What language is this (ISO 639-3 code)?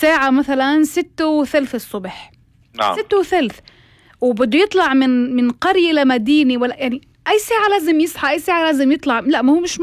apc